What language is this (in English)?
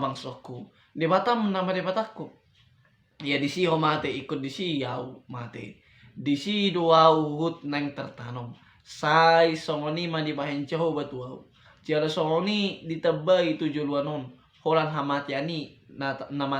Batak Toba